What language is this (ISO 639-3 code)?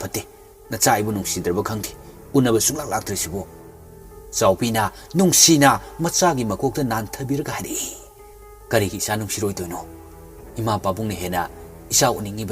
mni